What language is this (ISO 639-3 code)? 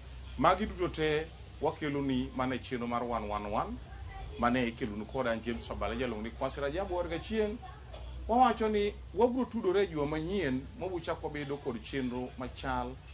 luo